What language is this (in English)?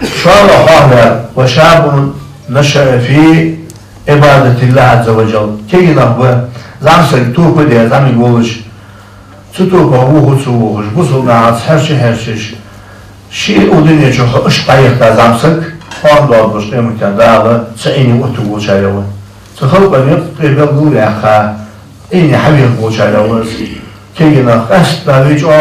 Ingush